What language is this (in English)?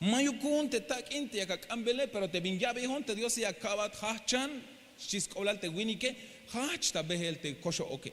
Tzeltal